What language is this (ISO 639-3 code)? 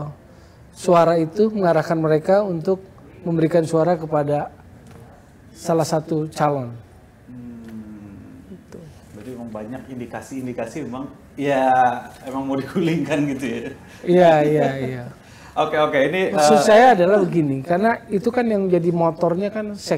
ind